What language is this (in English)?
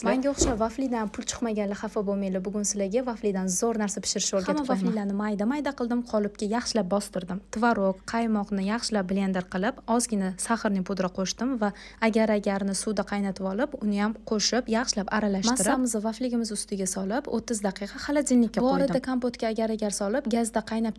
Uzbek